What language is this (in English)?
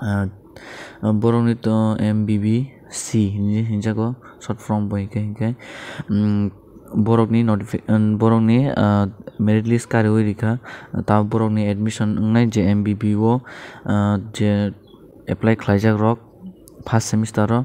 Kok Borok